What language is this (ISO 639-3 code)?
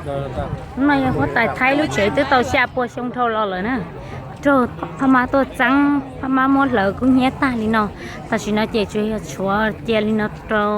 hmn